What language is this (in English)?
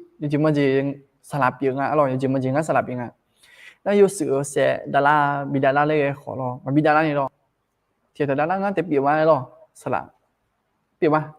Akha